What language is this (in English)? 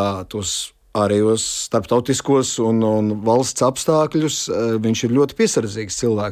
Latvian